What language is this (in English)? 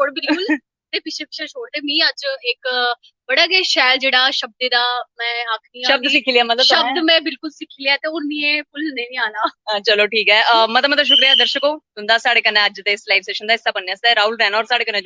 Dogri